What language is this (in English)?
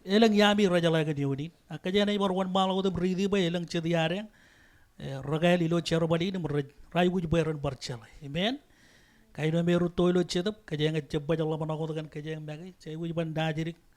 Marshallese